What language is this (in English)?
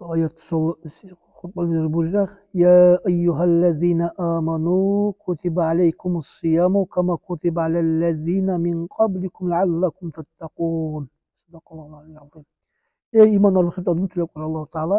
Dargwa